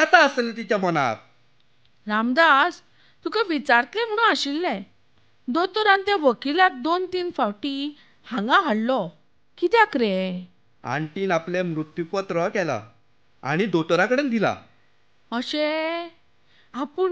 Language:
Konkani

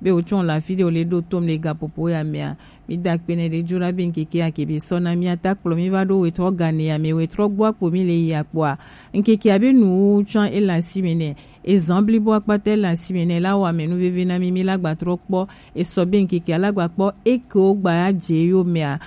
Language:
Gen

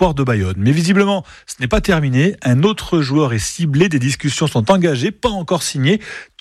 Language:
French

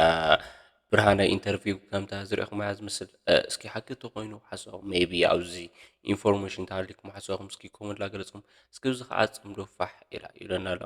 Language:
Tigrinya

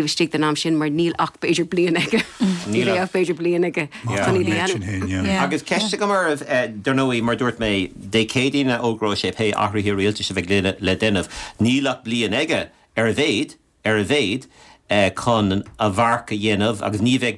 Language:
Irish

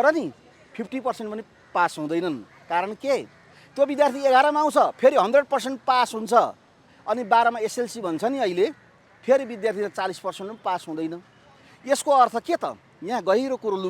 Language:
Nepali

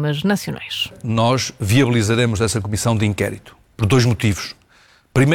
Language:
Portuguese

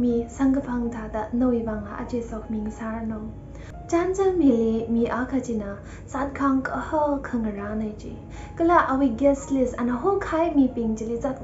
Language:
Tangkhul Naga (India)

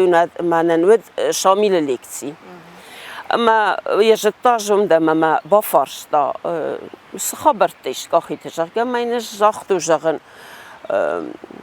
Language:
Ossetic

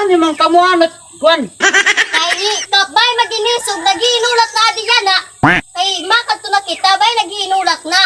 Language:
Waray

